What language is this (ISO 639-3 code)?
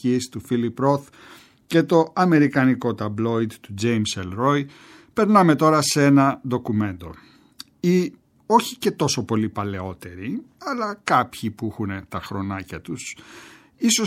ell